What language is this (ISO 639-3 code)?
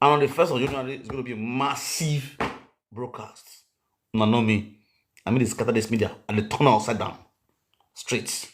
pcm